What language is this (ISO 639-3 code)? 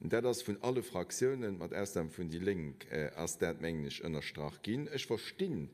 ltz